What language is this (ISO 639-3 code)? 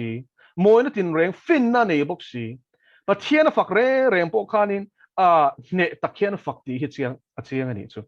lus